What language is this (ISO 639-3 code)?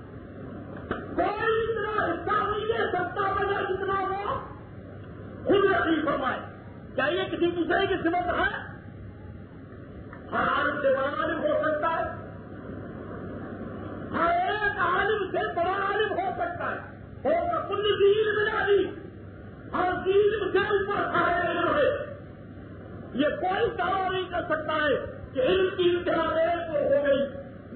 urd